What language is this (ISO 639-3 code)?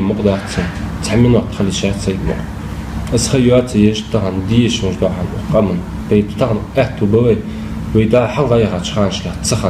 inh